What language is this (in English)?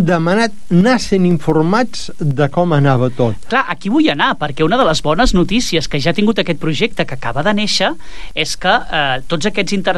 Catalan